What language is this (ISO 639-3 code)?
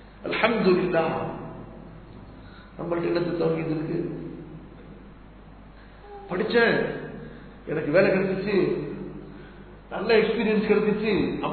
tam